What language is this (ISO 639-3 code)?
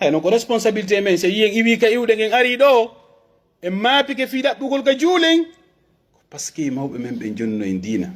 fuf